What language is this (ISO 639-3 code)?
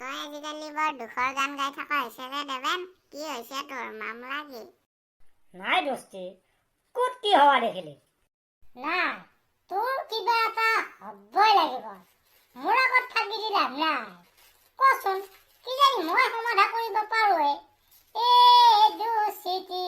asm